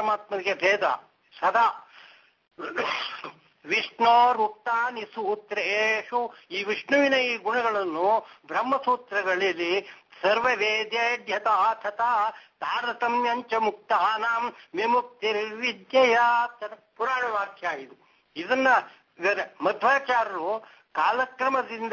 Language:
Kannada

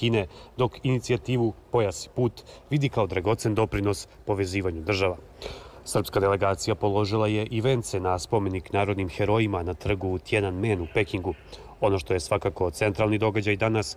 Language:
Serbian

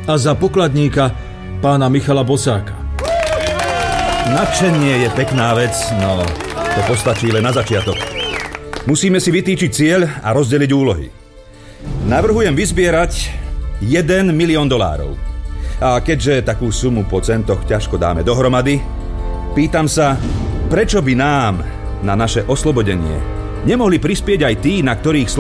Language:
Slovak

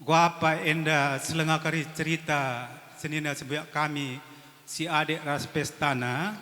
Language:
Batak Karo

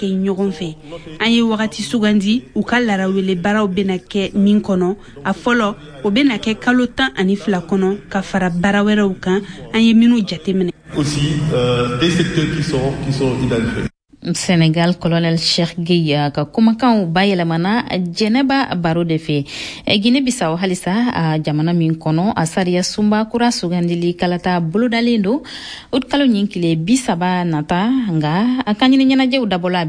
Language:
Bambara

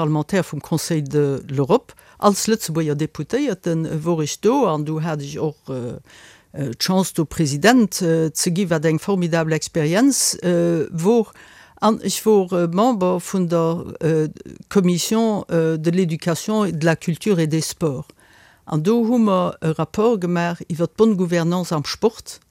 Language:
Luxembourgish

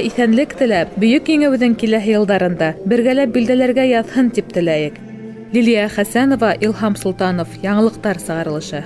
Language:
Bashkir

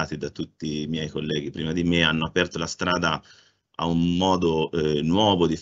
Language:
Italian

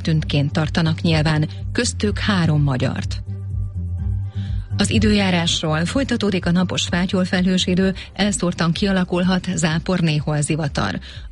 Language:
Hungarian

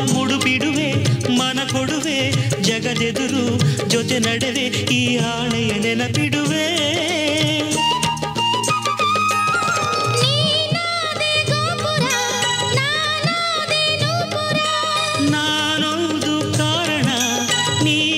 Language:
Kannada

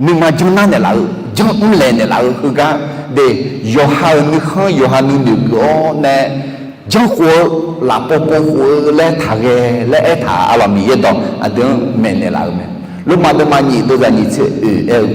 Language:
Akha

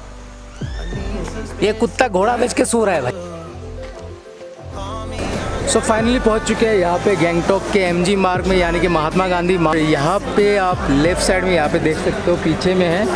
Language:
Hindi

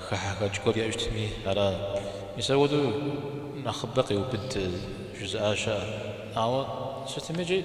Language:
Kabardian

